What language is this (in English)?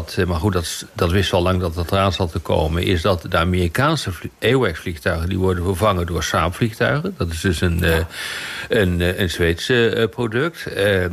Dutch